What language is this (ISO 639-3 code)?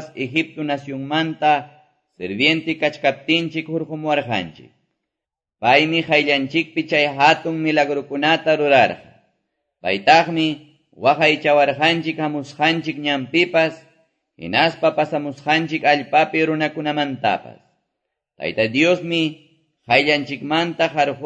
que